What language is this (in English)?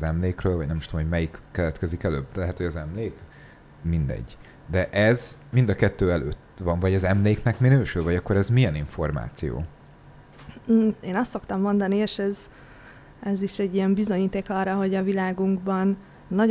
Hungarian